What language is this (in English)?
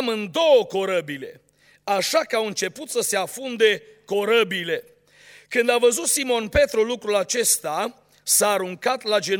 Romanian